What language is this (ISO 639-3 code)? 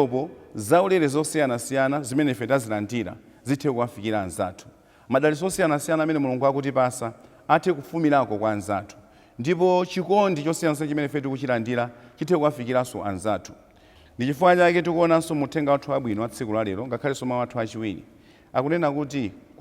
nya